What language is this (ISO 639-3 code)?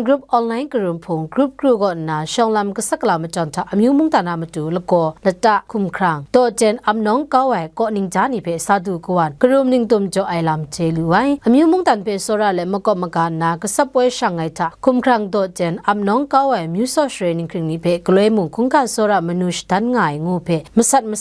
kac